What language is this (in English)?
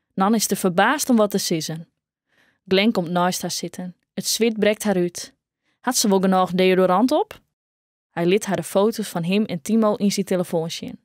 Western Frisian